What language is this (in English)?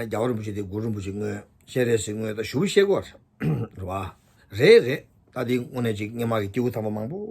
Tibetan